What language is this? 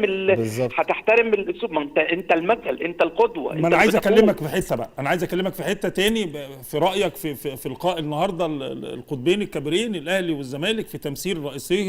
Egyptian Arabic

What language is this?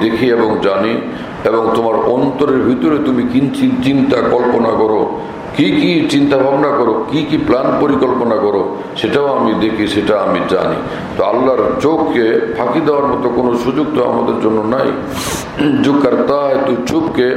Bangla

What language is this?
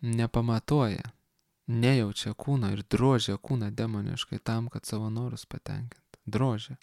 Lithuanian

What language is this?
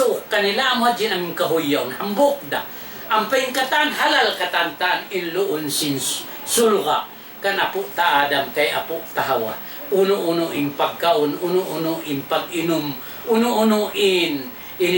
Tausug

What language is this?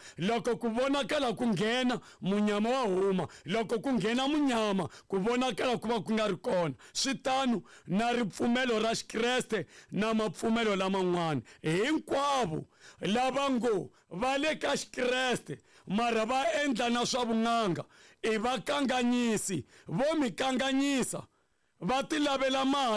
Tsonga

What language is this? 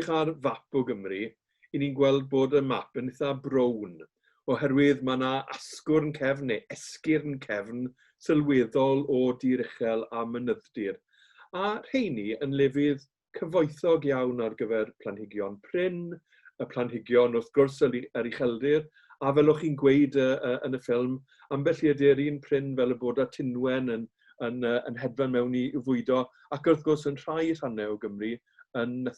Welsh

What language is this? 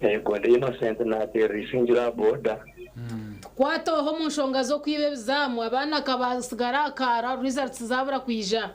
Nyankole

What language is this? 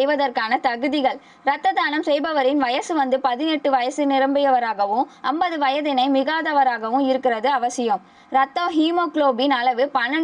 Tamil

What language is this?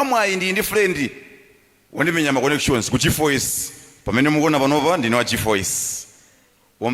Nyanja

